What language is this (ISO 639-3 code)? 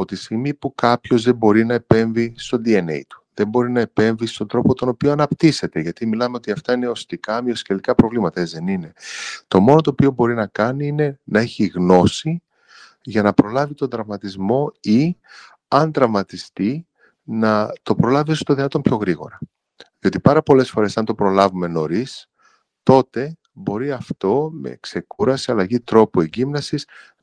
ell